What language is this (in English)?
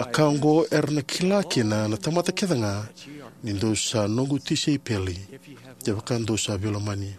Fijian